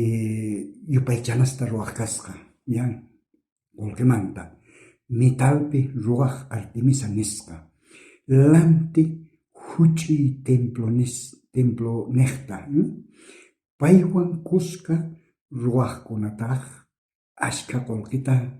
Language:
South Bolivian Quechua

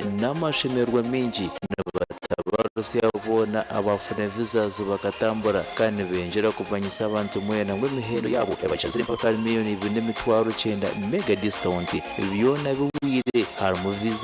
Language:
Nyankole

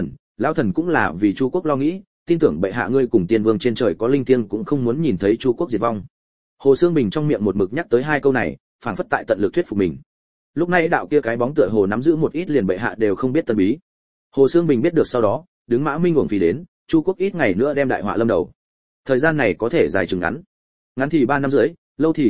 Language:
Vietnamese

